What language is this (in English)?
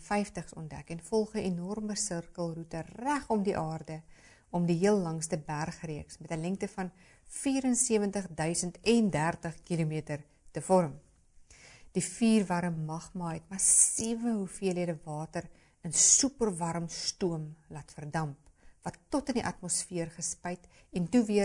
Afrikaans